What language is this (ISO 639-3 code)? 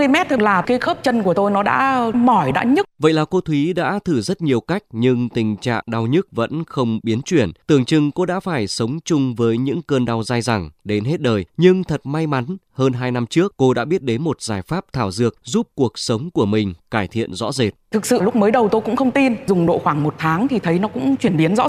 vie